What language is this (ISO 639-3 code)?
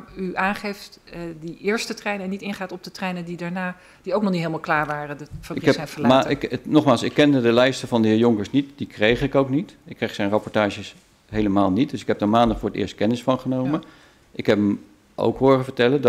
nld